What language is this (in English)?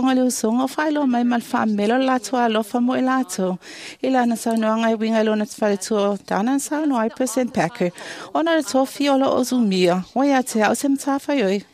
Samoan